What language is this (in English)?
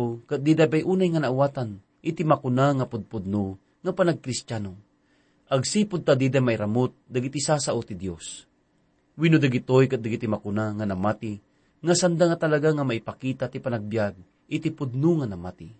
Iloko